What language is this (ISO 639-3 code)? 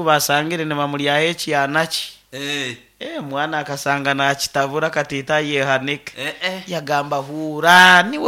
nyo